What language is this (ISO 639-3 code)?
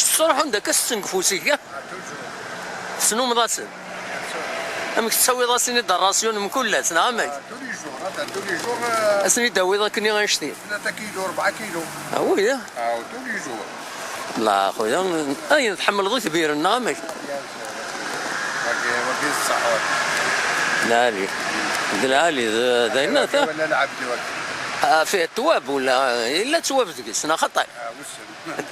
kab